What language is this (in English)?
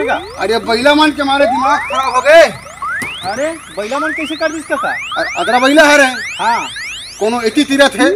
Chhattisgarhi